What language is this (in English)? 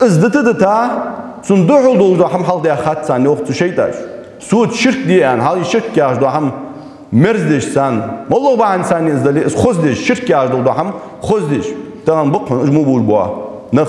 Ingush